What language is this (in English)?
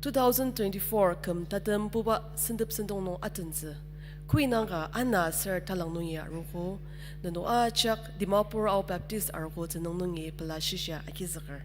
Ao Naga